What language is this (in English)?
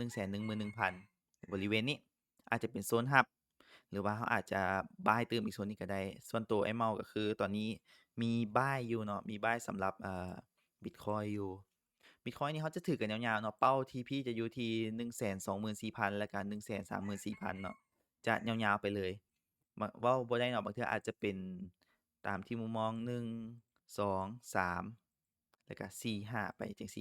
Lao